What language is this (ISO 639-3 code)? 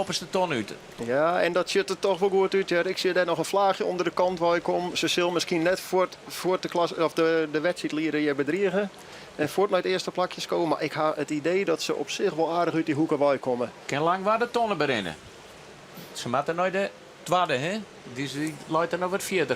fry